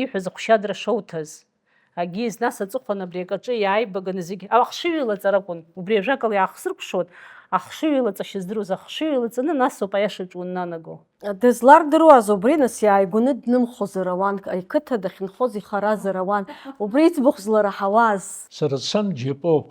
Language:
Abkhazian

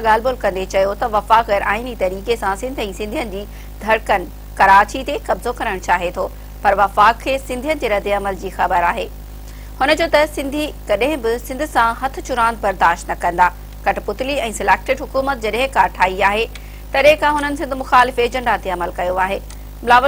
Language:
Sindhi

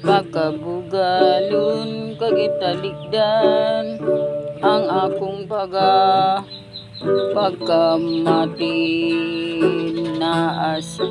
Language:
Hiligaynon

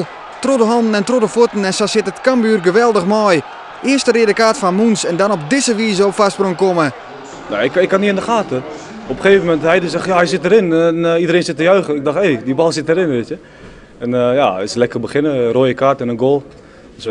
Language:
Western Frisian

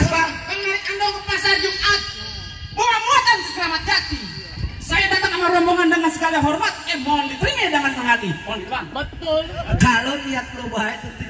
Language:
Betawi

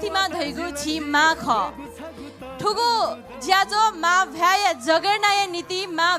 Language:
Newari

